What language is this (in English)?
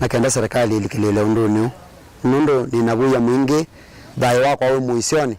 Kamba